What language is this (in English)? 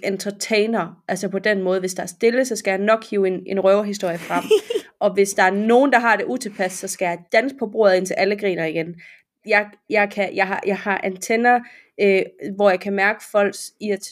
Danish